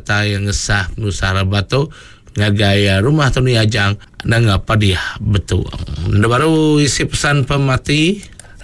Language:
Iban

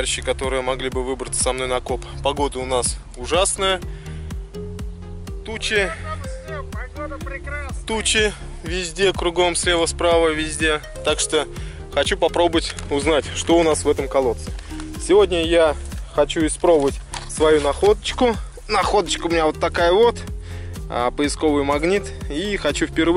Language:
Russian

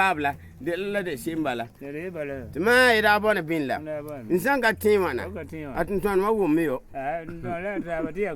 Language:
Frafra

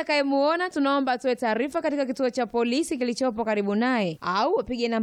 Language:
Swahili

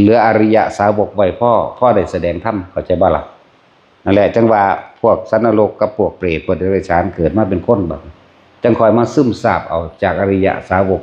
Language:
Northeastern Thai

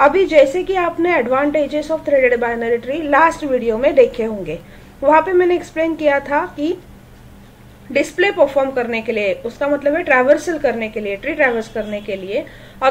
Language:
Hindi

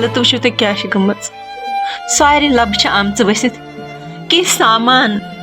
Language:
Kashmiri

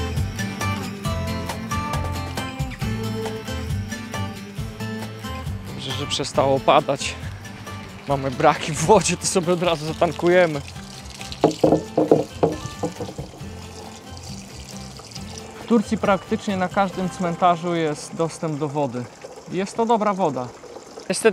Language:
Polish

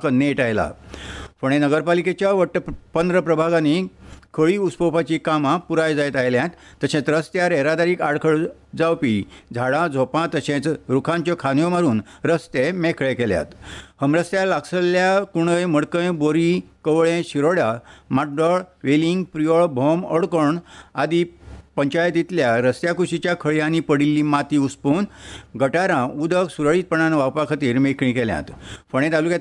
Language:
Konkani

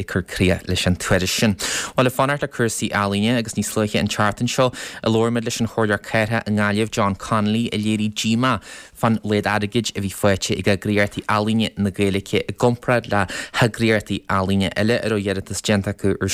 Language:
Irish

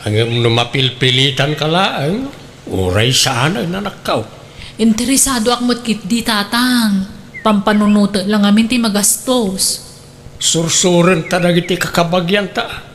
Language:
Iloko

